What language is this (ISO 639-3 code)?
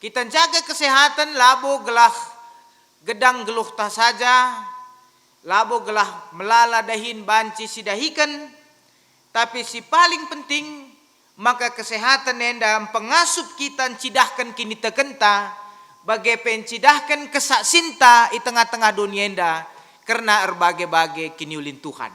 btx